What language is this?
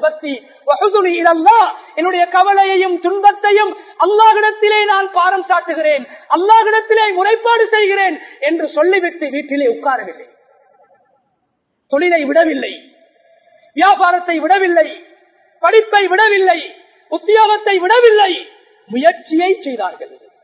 Tamil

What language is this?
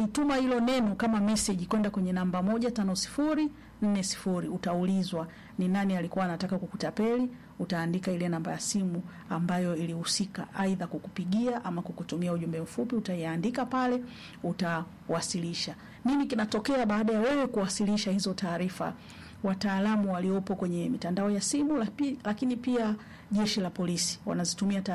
Swahili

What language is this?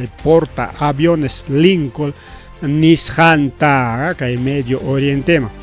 Ayacucho Quechua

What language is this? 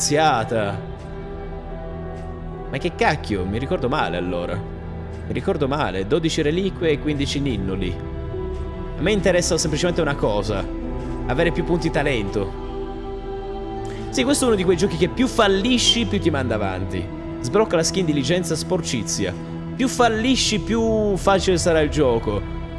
Italian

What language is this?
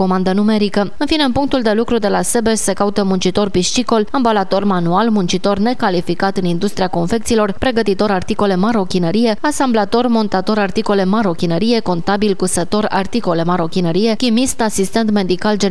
Romanian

